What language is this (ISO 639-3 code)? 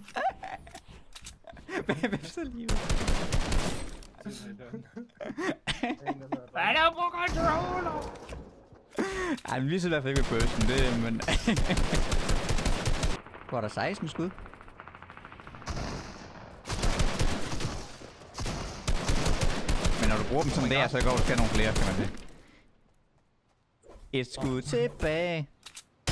dan